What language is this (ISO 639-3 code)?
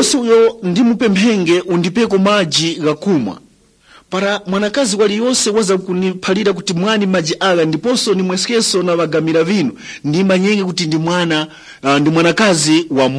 tum